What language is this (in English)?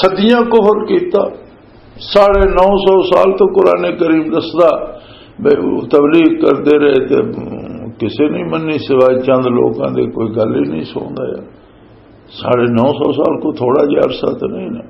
Western Panjabi